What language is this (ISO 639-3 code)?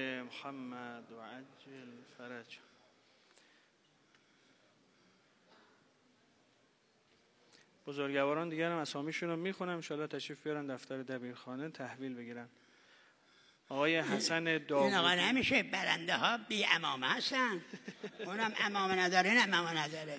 fas